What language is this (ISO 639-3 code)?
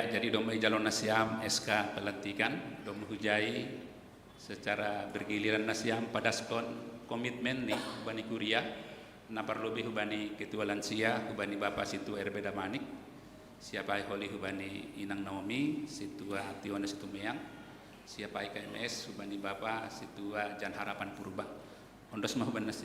bts